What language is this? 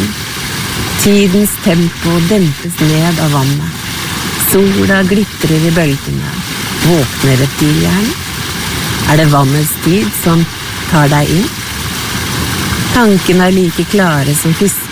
Norwegian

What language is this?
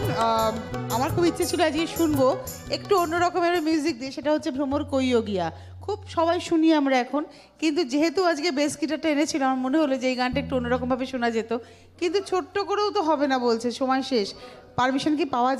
Bangla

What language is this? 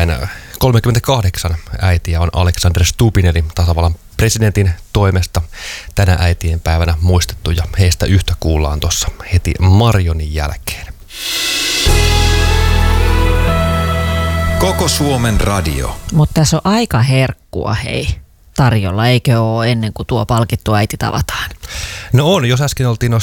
Finnish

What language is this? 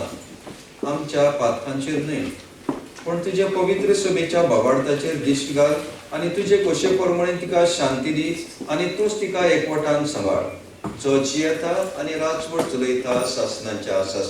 Konkani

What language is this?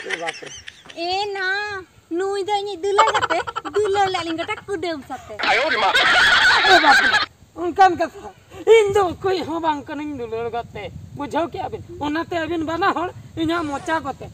Santali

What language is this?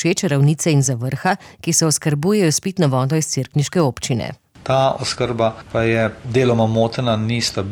Slovenian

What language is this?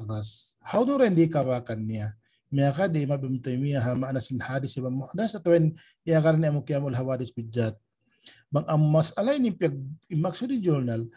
Tausug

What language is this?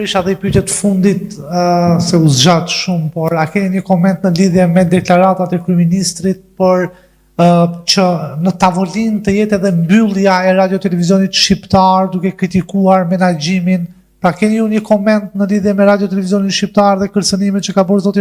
Albanian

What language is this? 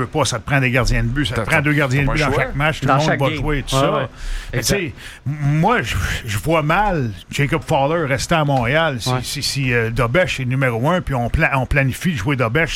French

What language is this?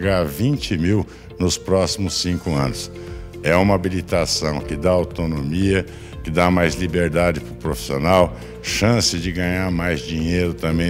Portuguese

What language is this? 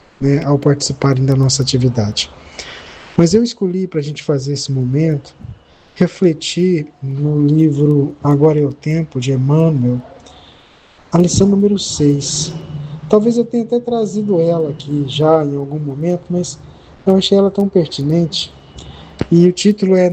Portuguese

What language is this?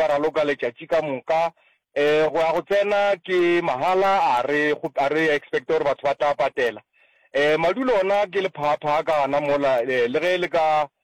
Northern Sotho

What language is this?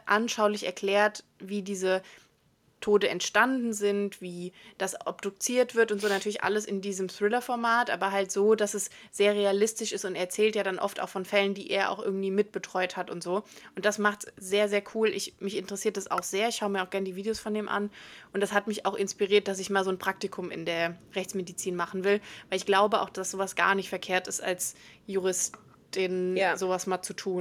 German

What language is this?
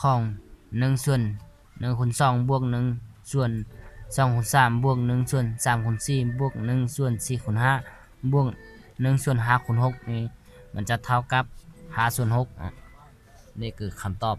Lao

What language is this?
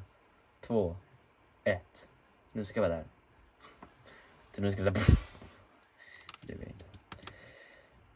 Swedish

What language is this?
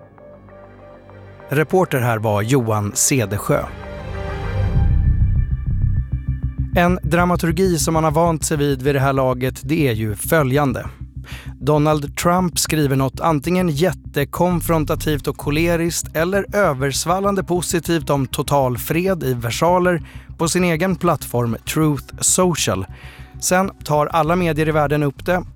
Swedish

